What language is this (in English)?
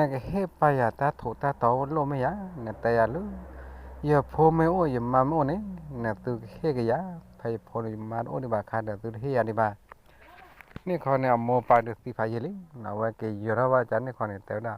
S'gaw Karen